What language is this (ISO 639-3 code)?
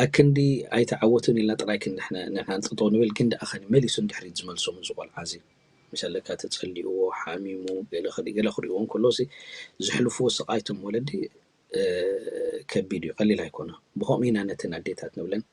tir